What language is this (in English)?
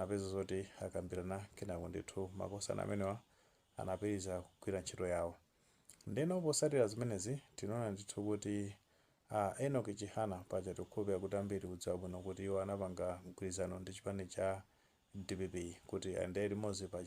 Nyanja